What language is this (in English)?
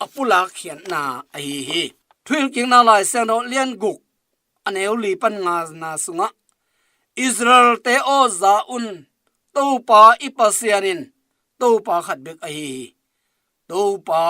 Tedim Chin